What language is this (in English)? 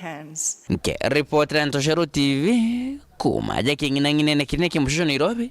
Meru